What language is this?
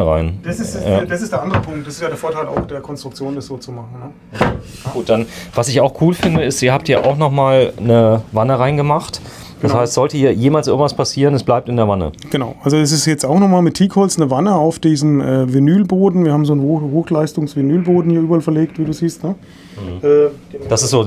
German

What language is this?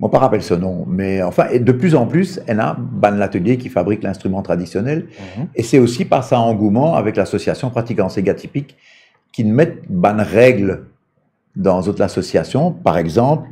Morisyen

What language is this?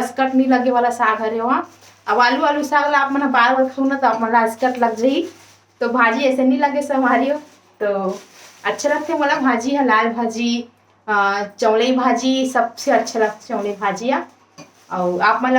Chhattisgarhi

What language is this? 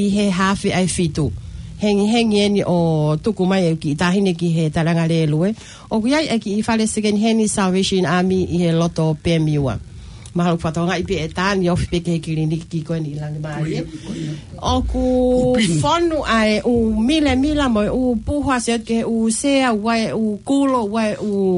Tongan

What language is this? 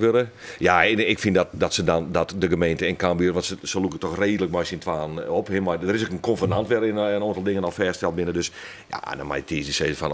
Western Frisian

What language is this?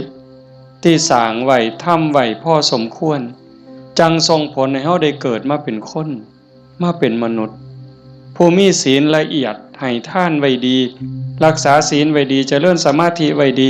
Northeastern Thai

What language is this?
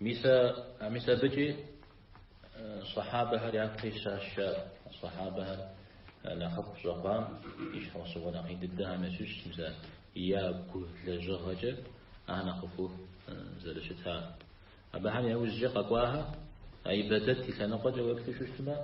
Kabardian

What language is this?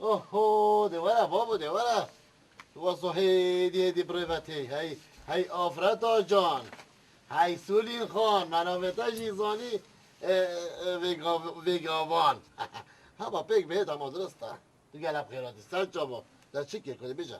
Kurdish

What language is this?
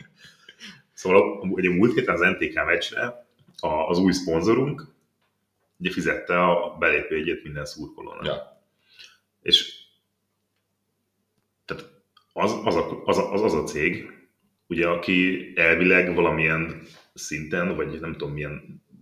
Hungarian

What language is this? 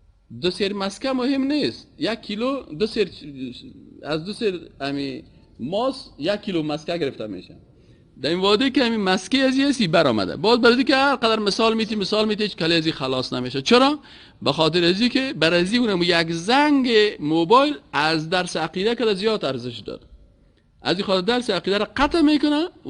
Persian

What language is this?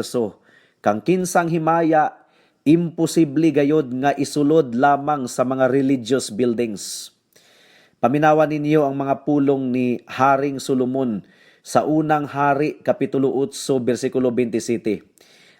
Cebuano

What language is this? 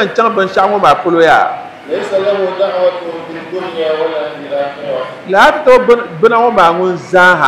Dagbani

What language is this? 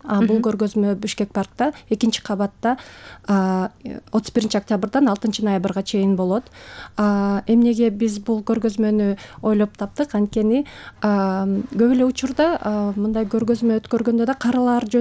Kyrgyz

